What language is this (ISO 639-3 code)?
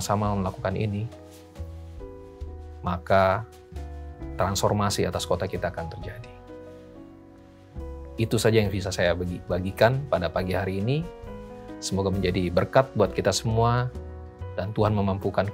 ind